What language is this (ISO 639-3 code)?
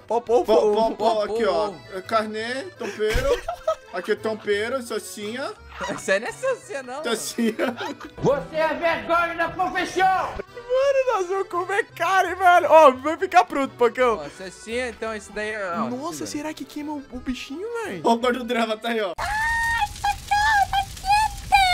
por